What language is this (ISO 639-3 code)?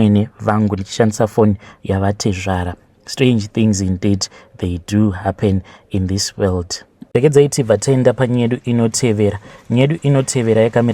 sna